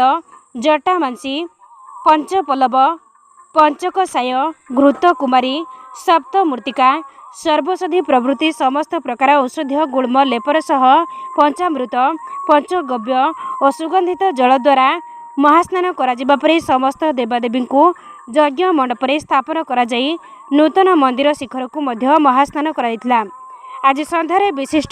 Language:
Odia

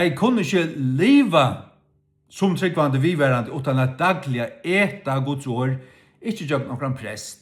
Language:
Faroese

